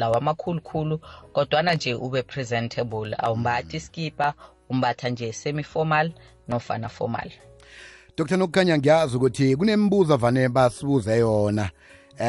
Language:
South Ndebele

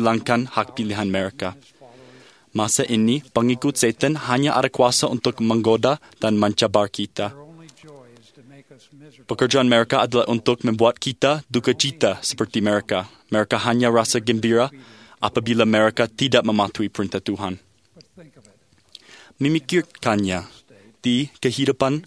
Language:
Malay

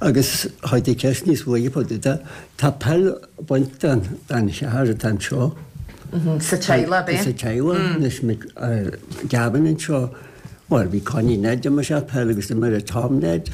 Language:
Irish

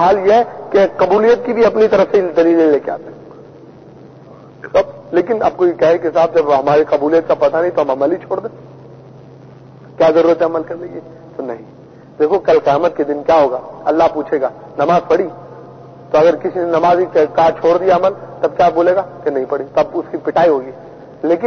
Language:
Urdu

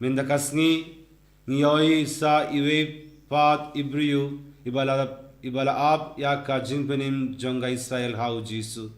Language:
Khasi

